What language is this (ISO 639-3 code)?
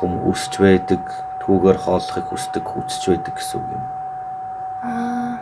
mon